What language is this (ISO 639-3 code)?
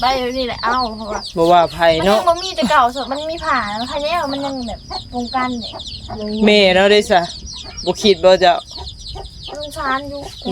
tts